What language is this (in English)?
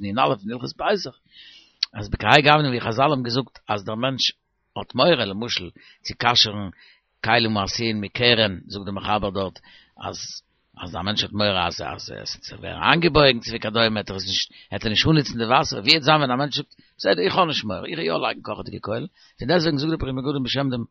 Yiddish